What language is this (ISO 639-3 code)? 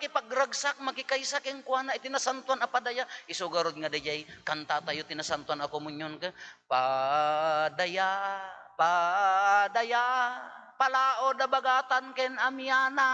ilo